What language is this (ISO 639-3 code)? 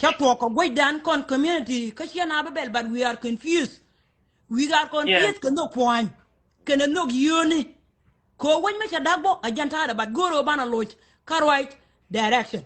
nus